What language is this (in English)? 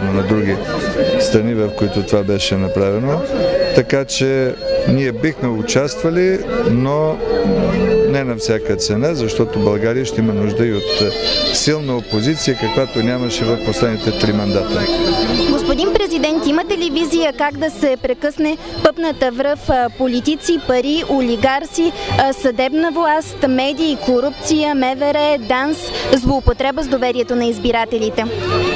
Bulgarian